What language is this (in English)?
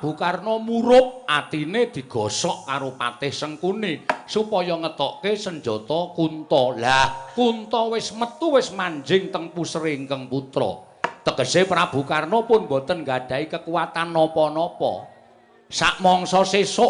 Javanese